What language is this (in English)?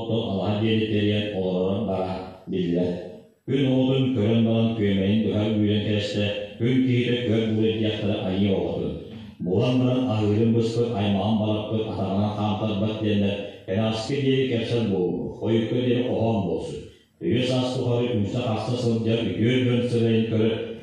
Yakut